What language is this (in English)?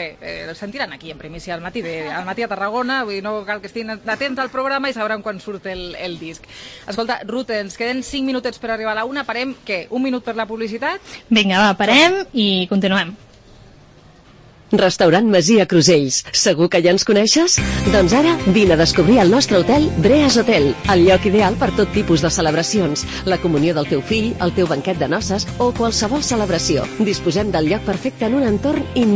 Catalan